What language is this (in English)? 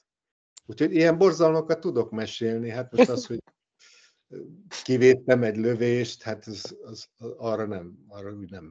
Hungarian